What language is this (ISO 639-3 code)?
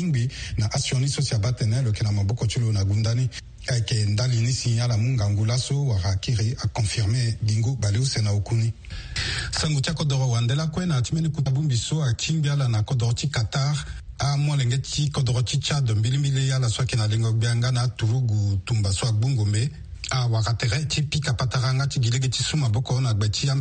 sag